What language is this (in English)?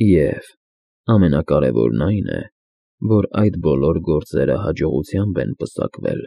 Armenian